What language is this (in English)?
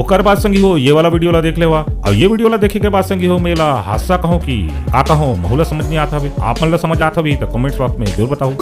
Chhattisgarhi